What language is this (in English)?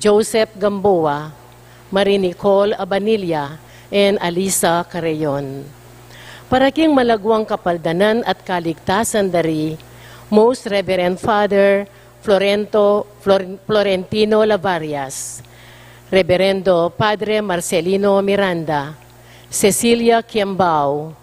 Pampanga